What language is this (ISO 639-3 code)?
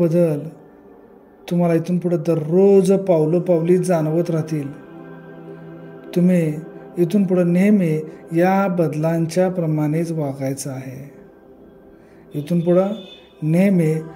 mar